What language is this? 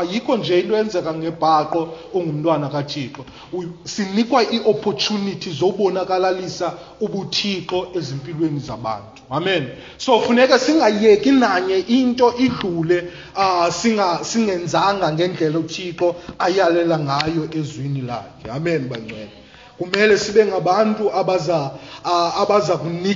Xhosa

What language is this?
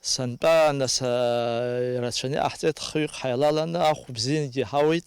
Abkhazian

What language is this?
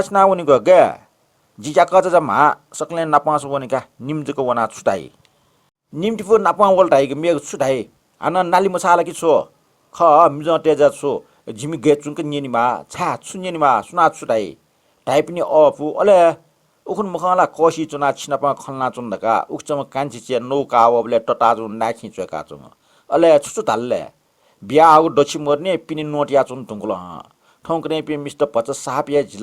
Newari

